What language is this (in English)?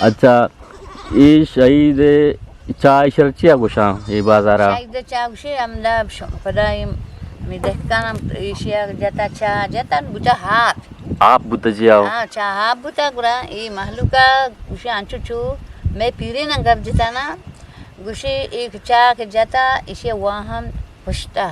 Eastern Balochi